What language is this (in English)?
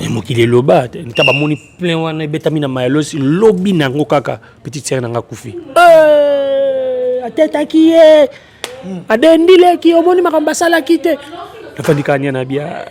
Lingala